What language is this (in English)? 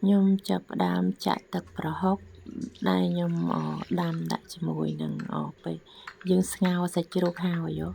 Khmer